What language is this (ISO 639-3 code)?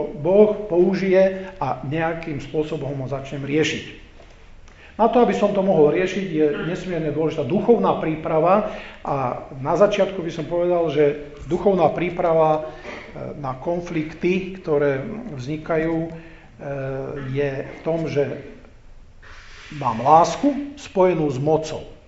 slk